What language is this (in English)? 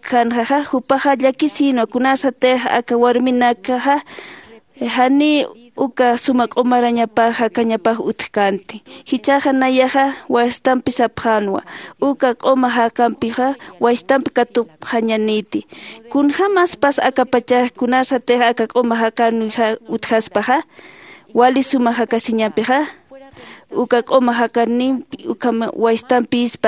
Aymara